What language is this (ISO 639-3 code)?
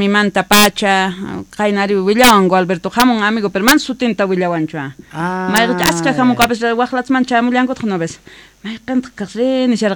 quh